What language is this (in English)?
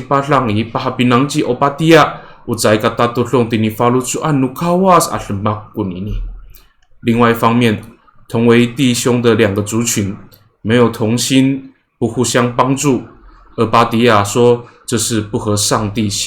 Amis